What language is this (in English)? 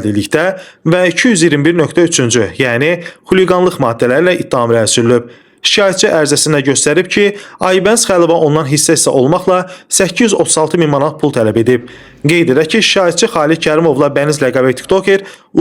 Azerbaijani